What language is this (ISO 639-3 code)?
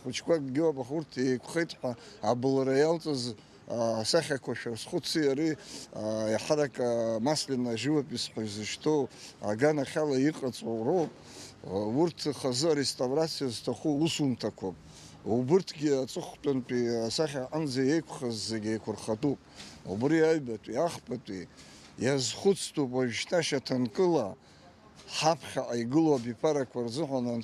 abk